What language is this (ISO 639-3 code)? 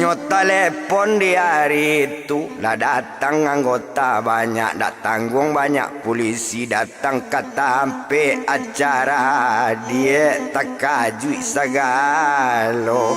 min